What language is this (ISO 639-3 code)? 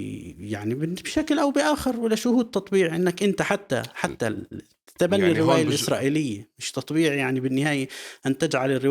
apc